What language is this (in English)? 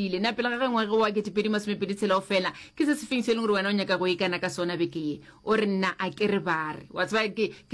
Northern Sotho